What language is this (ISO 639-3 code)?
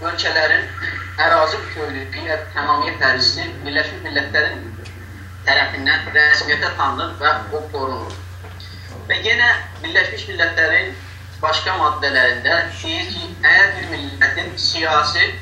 azb